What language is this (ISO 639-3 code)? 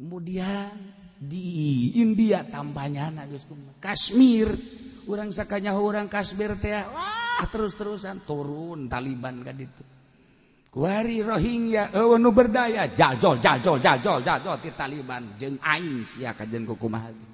sun